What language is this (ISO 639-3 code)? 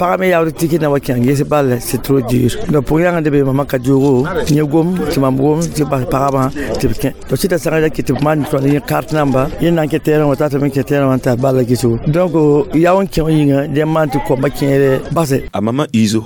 mos